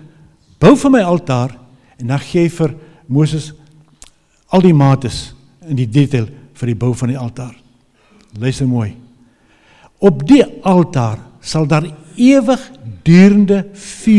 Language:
Afrikaans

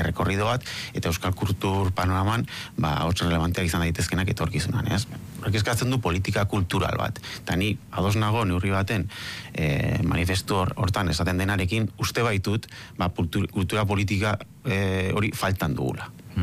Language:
Basque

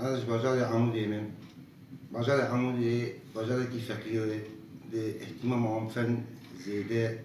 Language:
Kurdish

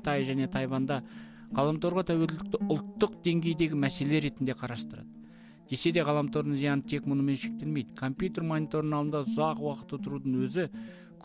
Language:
Kazakh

